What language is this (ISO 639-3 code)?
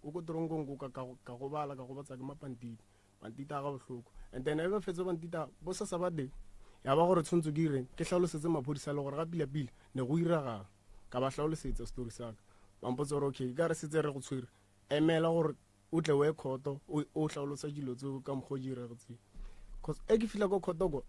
nso